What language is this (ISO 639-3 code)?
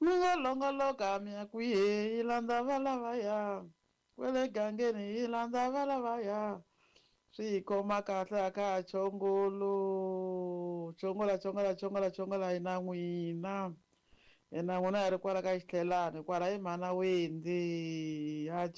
tso